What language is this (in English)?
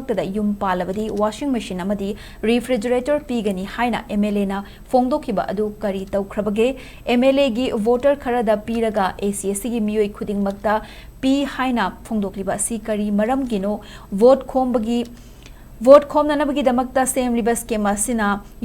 Manipuri